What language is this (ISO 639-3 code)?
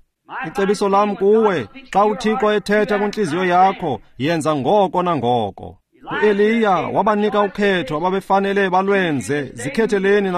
xho